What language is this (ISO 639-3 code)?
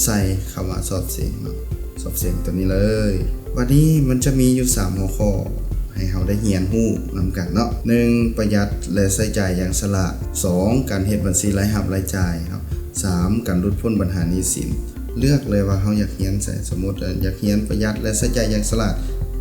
lao